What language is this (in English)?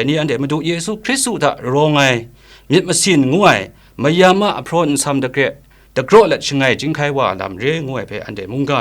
Kachin